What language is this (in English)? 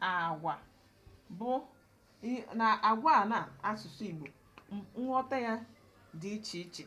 Igbo